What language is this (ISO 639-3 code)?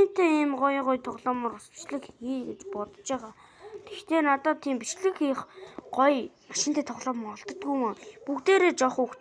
mon